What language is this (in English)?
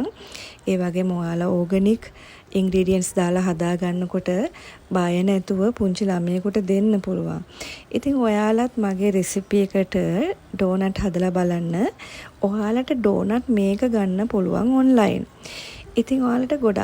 Sinhala